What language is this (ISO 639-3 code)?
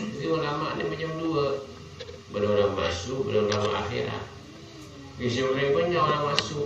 mad